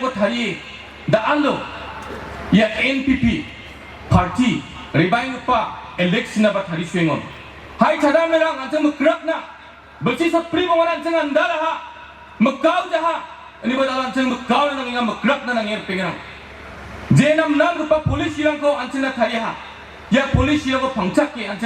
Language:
Garo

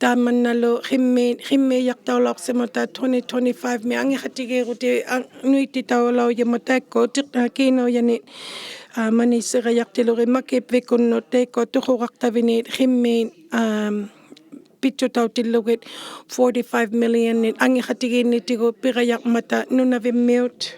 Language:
Inuktitut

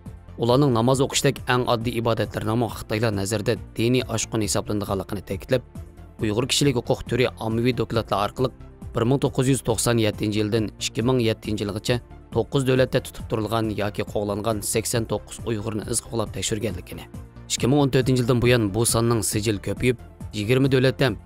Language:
Uyghur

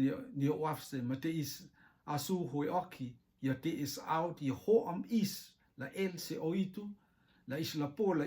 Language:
Rotuman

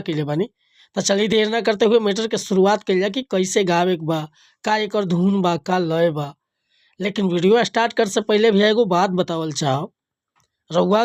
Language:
Bhojpuri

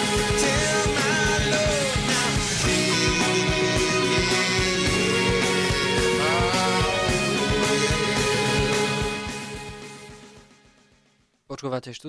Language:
Slovak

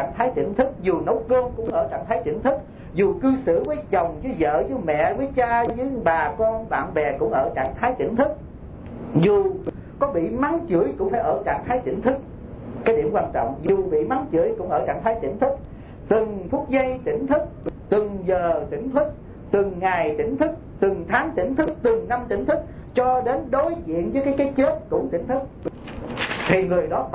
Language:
Vietnamese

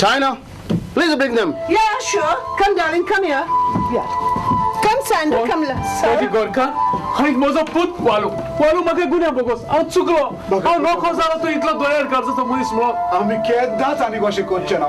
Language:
Konkani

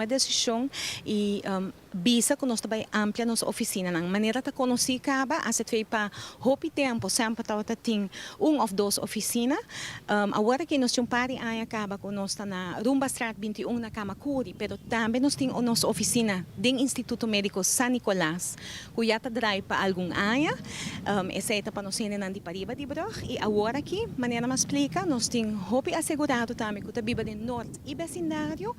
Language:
Papiamento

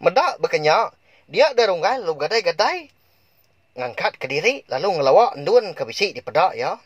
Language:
Iban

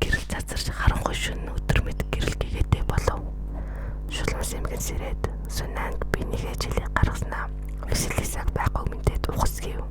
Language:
Mongolian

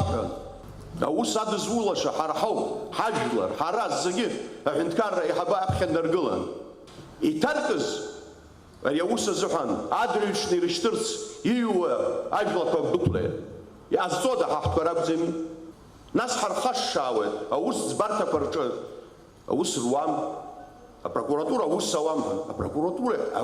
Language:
Abkhazian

